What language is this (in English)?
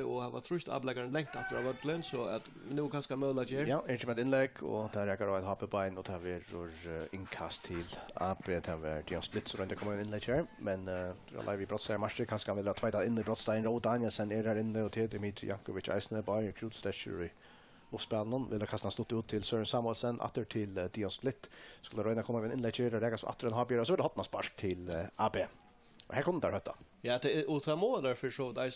Faroese